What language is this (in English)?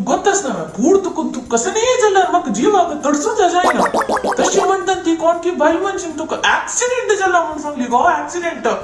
Konkani